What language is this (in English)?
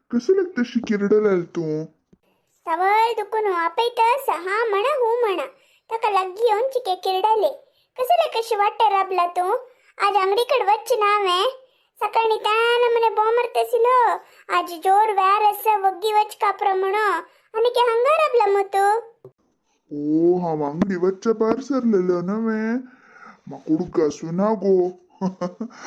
Konkani